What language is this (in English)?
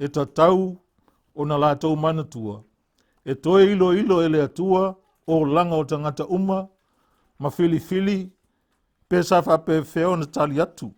Samoan